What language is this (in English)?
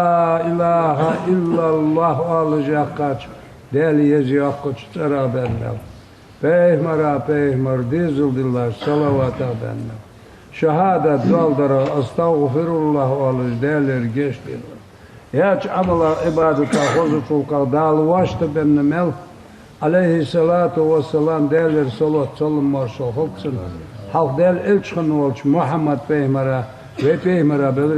Ingush